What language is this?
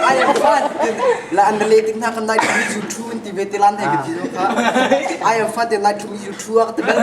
Hakha Chin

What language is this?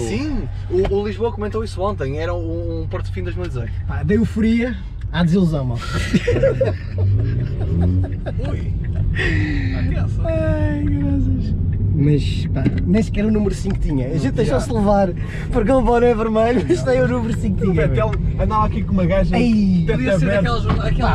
Portuguese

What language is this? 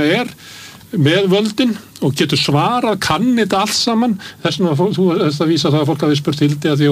Icelandic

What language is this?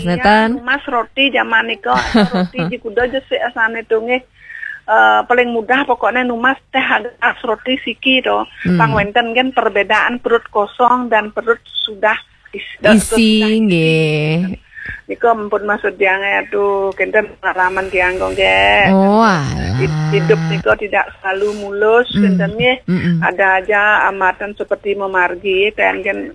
Balinese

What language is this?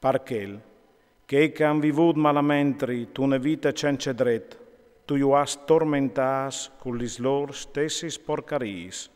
Friulian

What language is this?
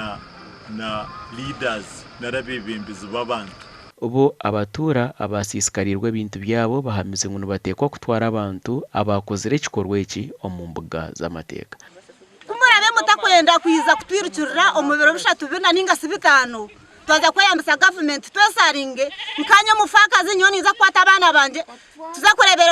Nyankole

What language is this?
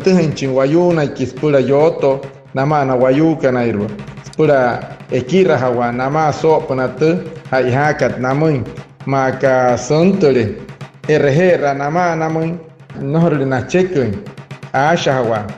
Wayuu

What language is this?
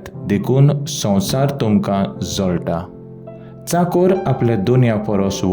Konkani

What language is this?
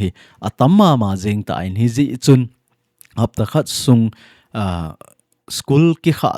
Thado Chin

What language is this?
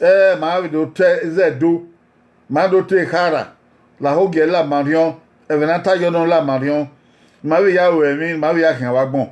Bini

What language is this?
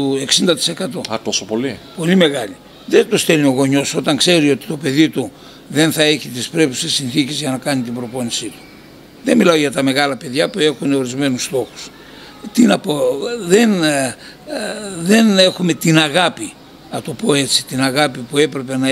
Greek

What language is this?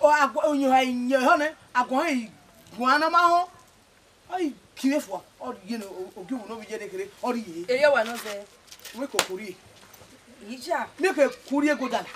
Bini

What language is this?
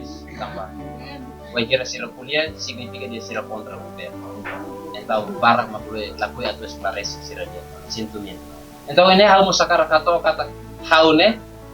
Tetum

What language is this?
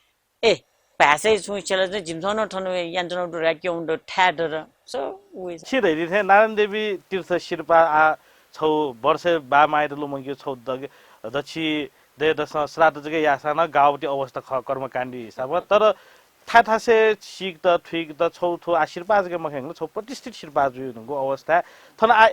Newari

